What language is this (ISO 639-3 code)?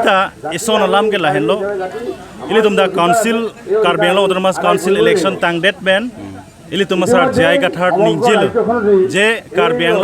mjw